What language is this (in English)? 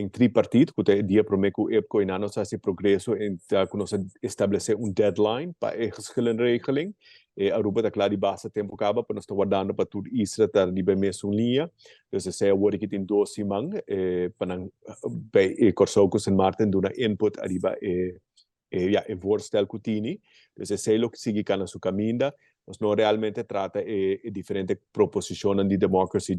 Papiamento